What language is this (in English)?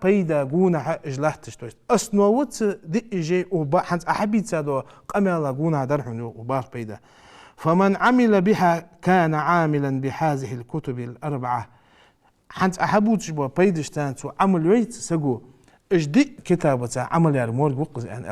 Ingush